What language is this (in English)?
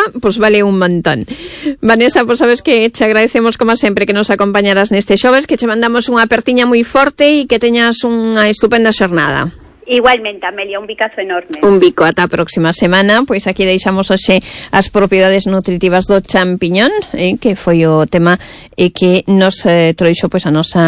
Galician